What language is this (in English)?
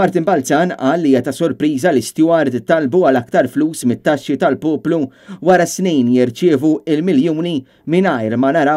Maltese